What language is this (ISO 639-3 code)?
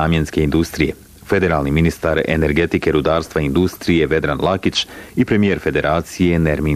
bos